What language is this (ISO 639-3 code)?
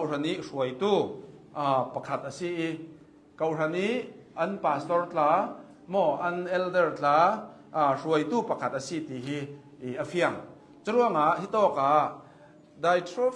cnh